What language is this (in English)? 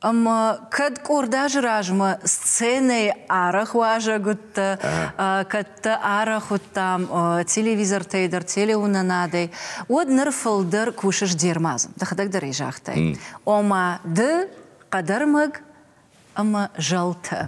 Ossetic